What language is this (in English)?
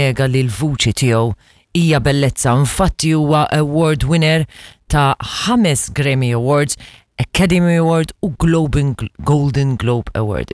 Maltese